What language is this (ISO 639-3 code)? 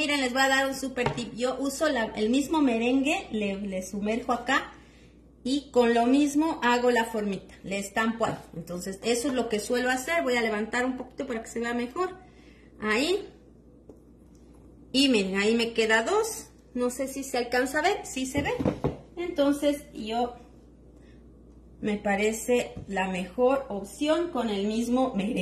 spa